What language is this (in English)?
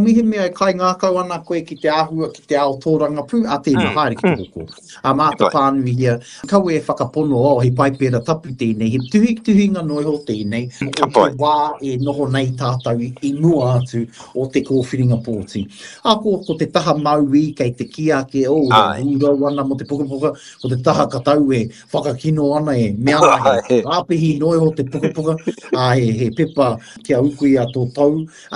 Māori